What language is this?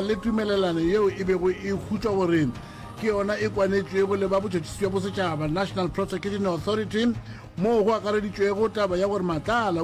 Northern Sotho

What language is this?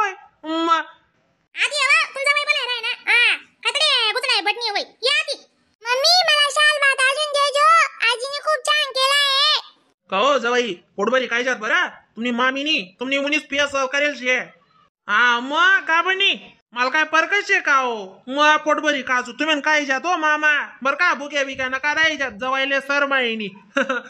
Khandesi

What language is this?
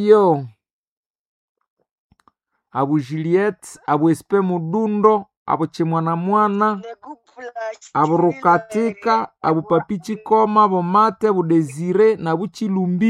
Swahili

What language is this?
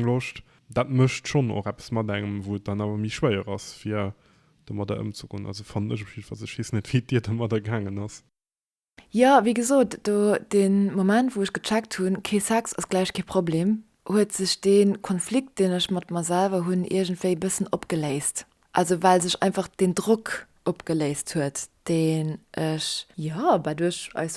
Luxembourgish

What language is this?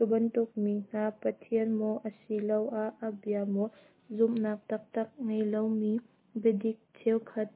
Hakha Chin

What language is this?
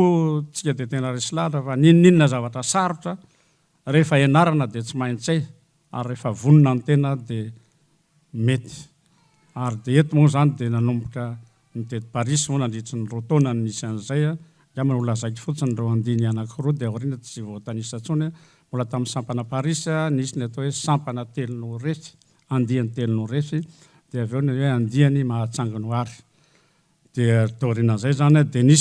Malagasy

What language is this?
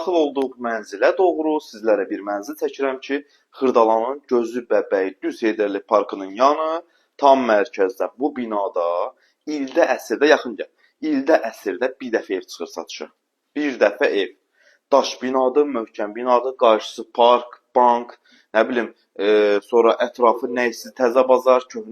Azerbaijani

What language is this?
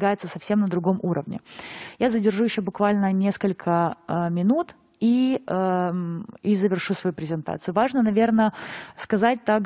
Russian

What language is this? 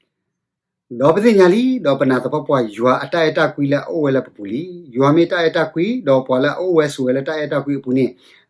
S'gaw Karen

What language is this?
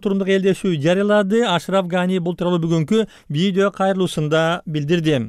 Kyrgyz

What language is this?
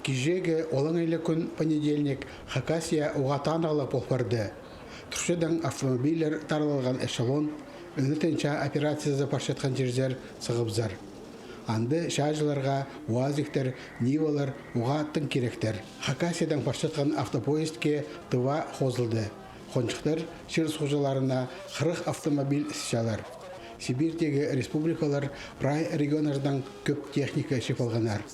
Khakas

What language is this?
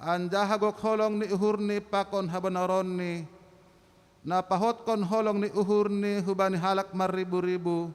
Batak Simalungun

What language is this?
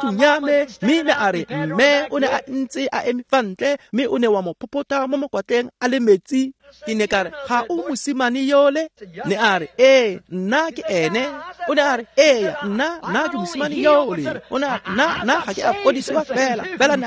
Tswana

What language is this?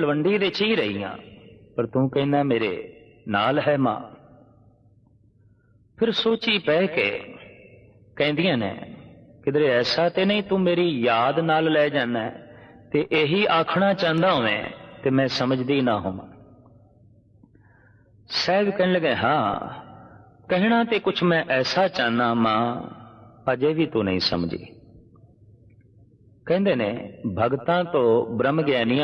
Punjabi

